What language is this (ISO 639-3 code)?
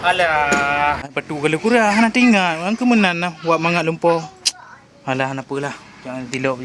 ace